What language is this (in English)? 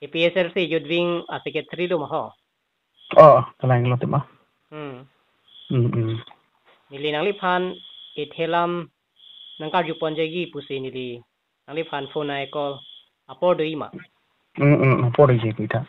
Karbi